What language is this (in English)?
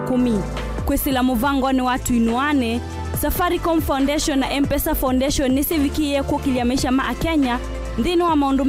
Kamba